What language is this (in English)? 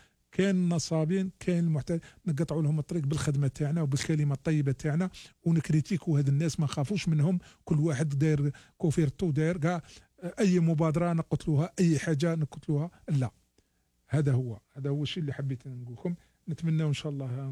Algerian Arabic